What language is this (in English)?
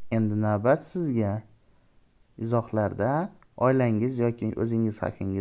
Uzbek